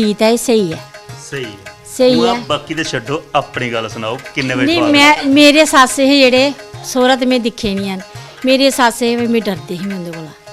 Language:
Dogri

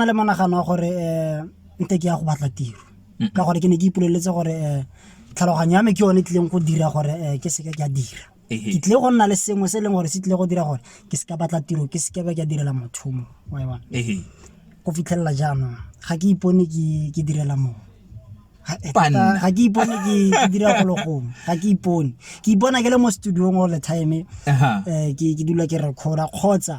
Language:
Tswana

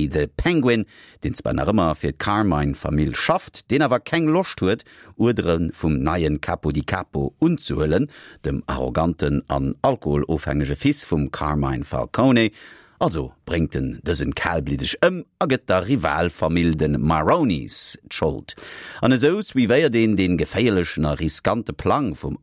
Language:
Luxembourgish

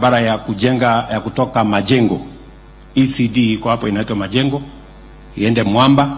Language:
Swahili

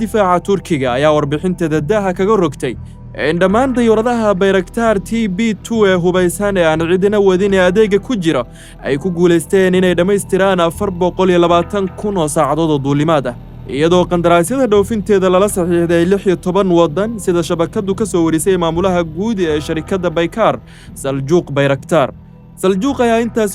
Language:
Somali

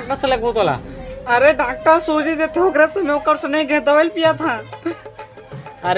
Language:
Chhattisgarhi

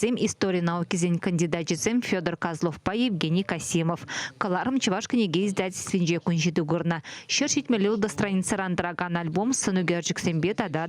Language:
Chuvash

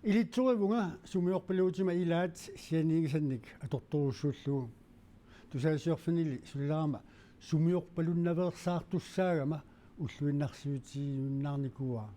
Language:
Kalaallisut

